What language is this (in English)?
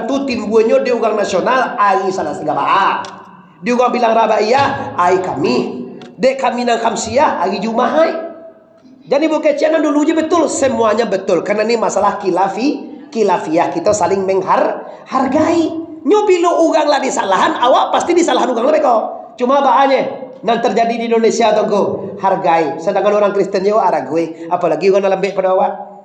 Minangkabau